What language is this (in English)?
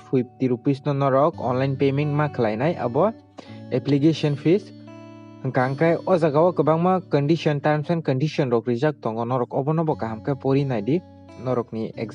Kok Borok